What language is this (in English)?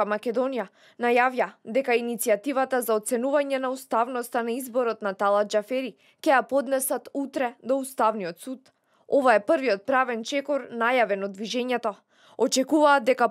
Macedonian